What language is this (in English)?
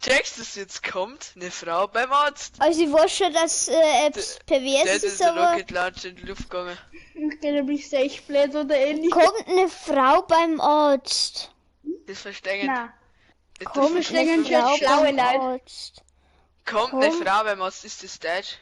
Bavarian